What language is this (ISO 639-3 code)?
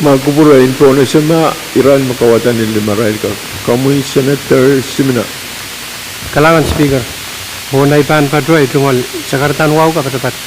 pon